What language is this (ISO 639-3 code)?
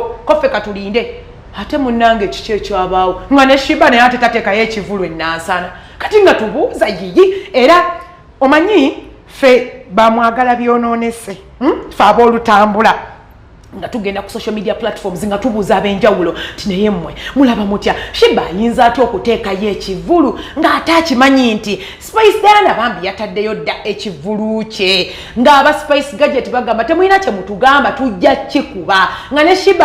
lug